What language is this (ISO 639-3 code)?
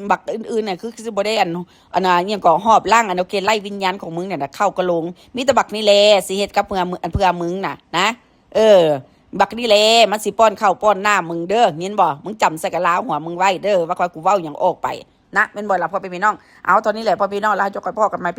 tts